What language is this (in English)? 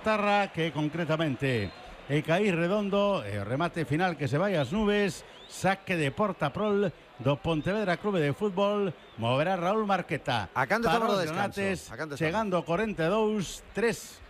Galician